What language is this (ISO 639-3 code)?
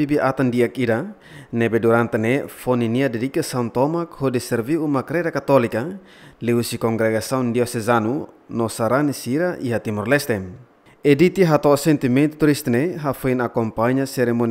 tet